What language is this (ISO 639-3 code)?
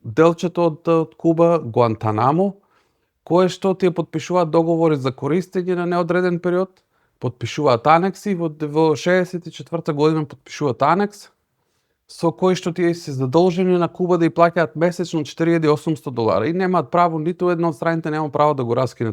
mkd